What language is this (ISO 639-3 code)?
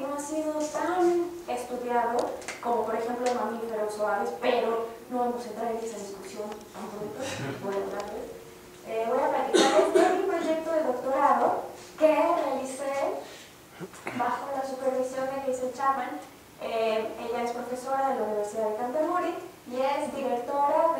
spa